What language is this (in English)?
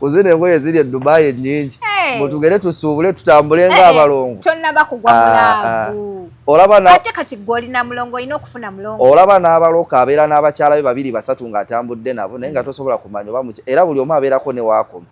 Ganda